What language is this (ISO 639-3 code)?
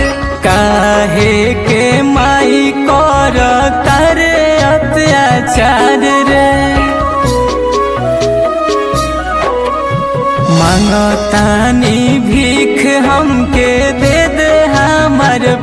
bho